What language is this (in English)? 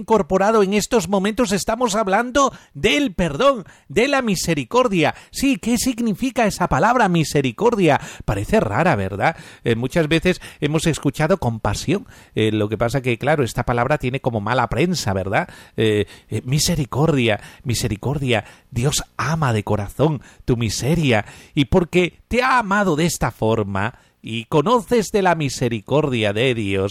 Spanish